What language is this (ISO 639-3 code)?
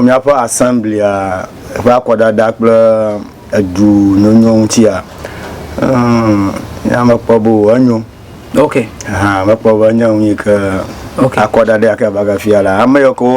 ewe